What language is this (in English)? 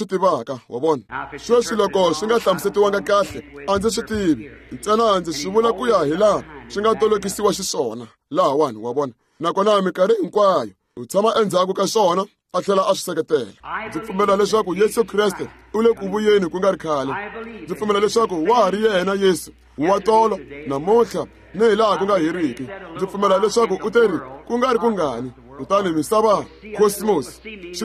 Tsonga